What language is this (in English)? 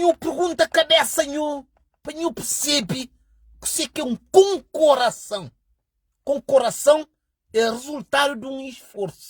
Kabuverdianu